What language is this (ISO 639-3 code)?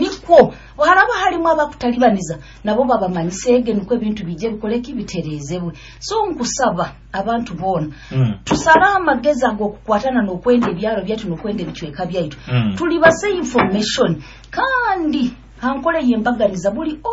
nyo